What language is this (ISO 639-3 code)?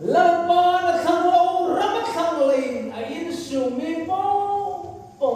hmr